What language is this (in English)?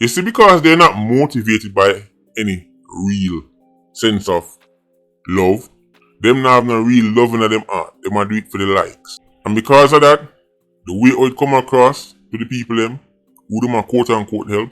Jamaican Creole English